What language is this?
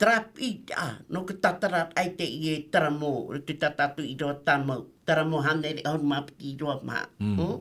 Tahitian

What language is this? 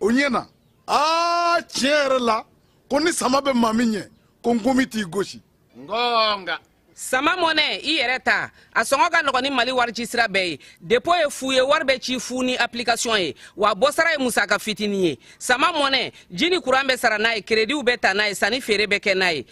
Bambara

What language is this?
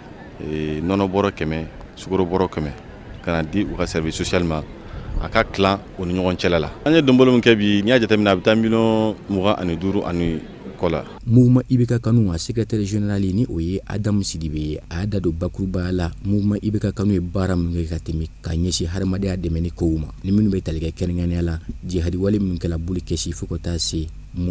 Bambara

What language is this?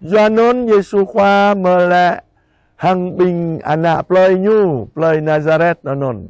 Jarai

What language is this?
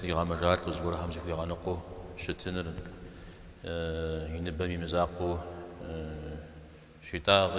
Kabardian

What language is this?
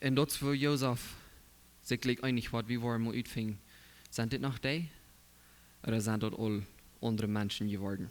Plautdietsch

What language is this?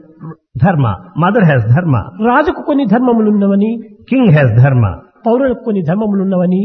Telugu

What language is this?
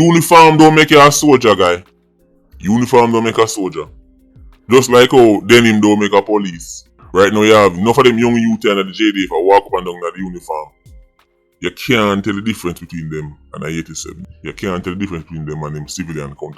Jamaican Creole English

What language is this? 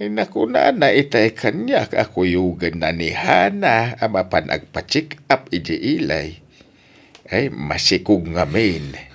Iloko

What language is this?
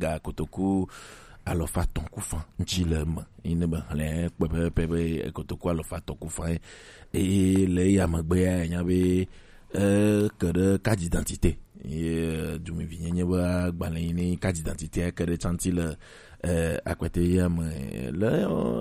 Gen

